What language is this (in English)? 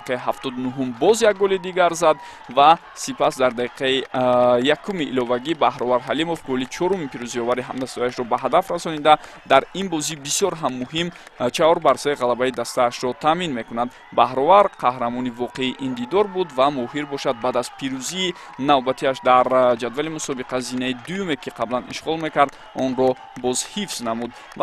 Tajik